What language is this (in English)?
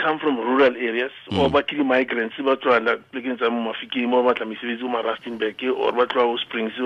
Tswana